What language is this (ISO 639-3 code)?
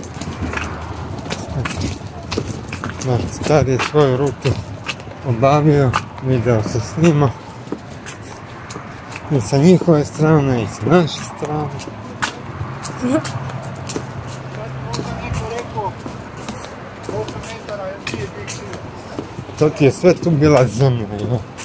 hrv